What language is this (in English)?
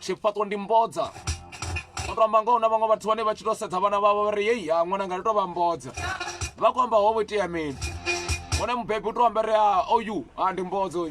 Venda